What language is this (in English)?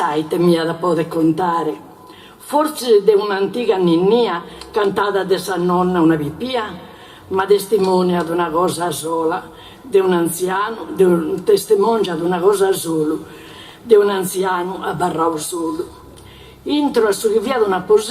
Sardinian